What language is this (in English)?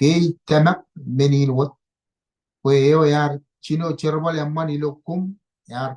Marshallese